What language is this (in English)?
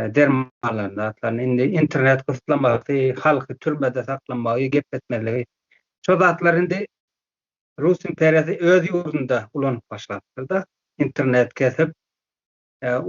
Turkmen